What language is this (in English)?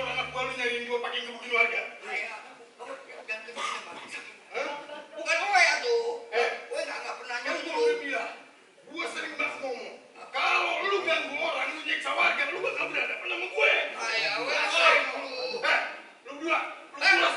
Betawi